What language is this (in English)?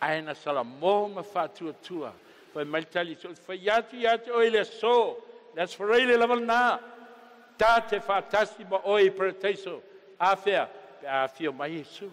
Samoan